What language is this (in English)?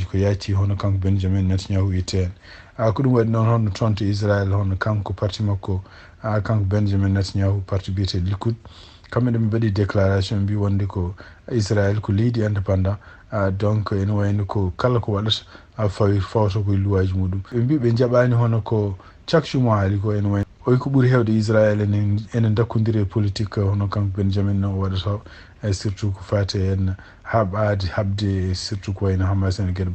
Fula